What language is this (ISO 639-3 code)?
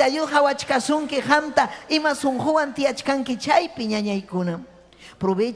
quy